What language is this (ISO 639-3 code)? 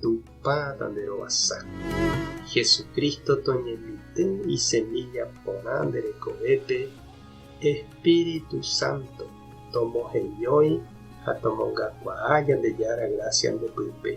grn